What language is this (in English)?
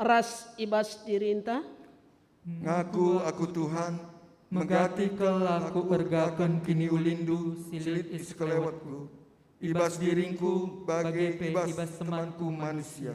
Batak Karo